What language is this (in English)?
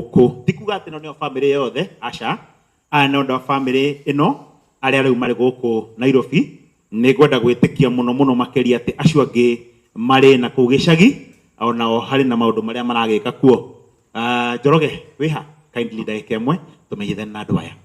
Kikuyu